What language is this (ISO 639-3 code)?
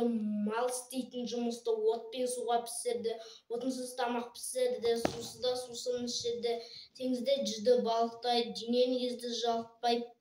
kaz